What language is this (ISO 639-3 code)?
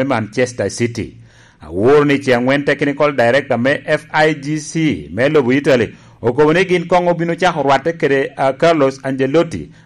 laj